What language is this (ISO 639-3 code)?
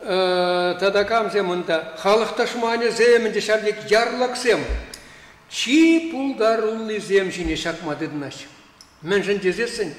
chv